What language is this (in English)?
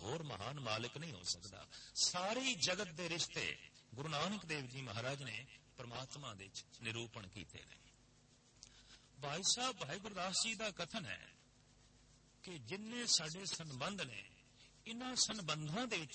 Punjabi